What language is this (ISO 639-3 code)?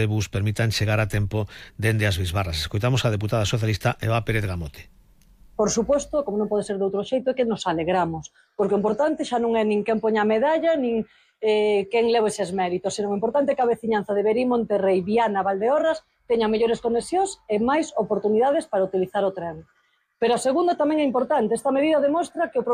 glg